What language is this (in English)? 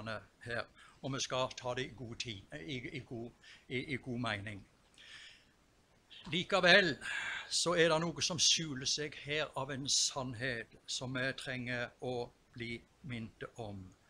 Norwegian